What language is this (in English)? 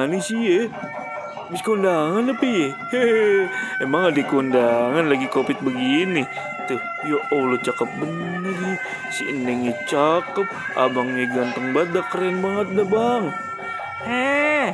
Betawi